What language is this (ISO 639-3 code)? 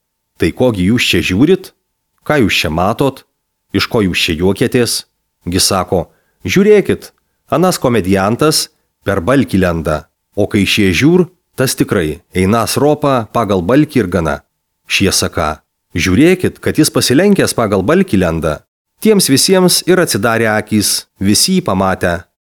lit